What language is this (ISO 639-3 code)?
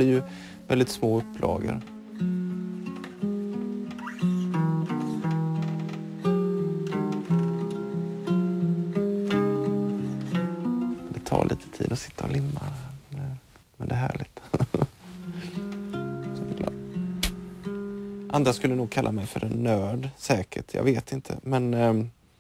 swe